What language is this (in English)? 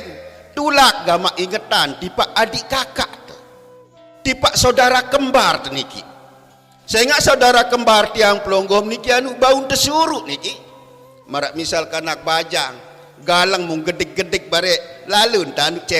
Sasak